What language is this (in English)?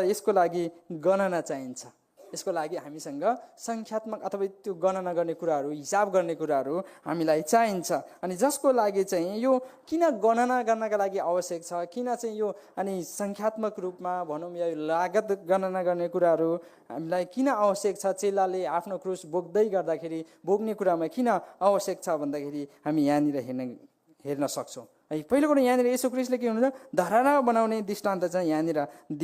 Nepali